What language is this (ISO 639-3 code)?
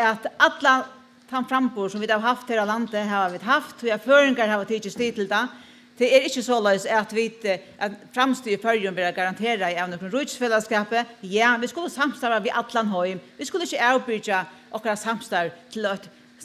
fao